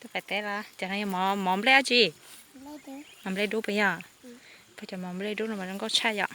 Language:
Hmong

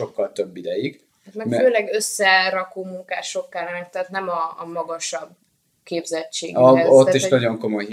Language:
Hungarian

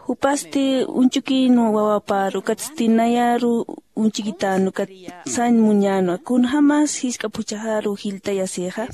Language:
Aymara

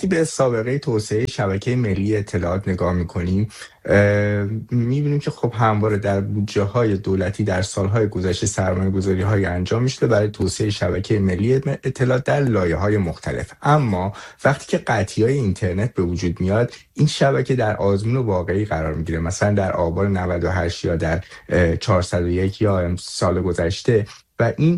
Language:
Persian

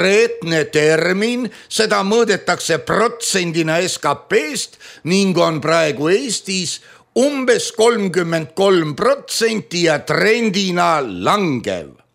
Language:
Estonian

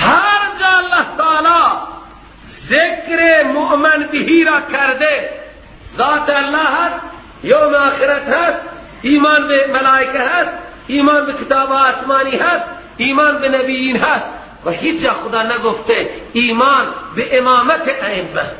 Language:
Persian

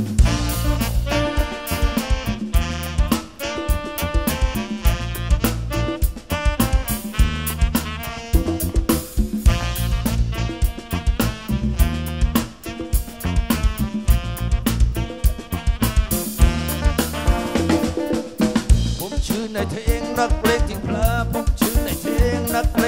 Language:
Thai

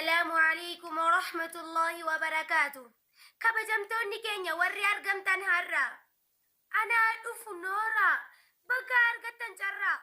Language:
Oromo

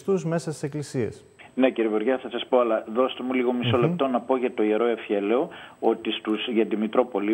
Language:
Greek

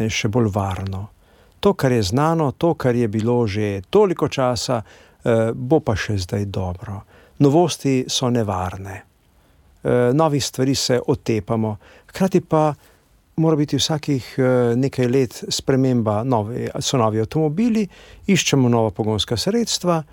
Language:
Slovenian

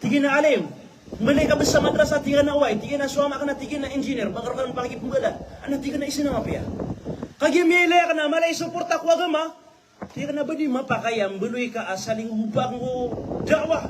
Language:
Maranao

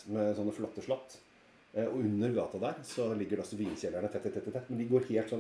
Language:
Norwegian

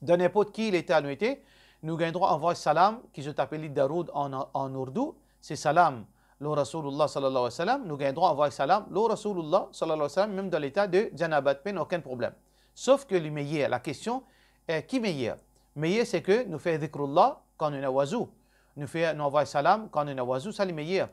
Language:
Morisyen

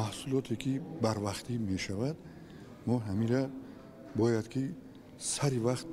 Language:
Tajik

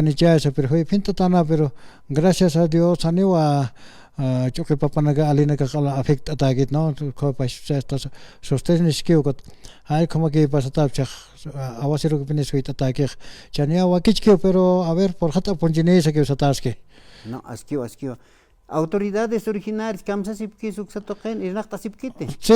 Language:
Aymara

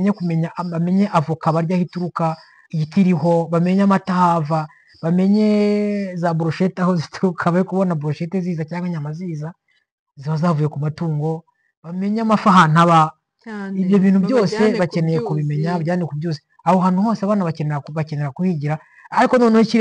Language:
Kinyarwanda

